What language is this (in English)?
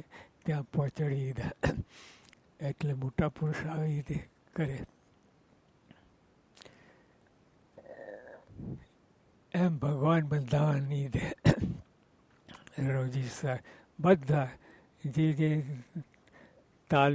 Gujarati